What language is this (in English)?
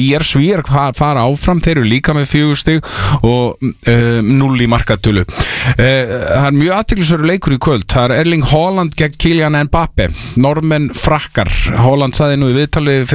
Icelandic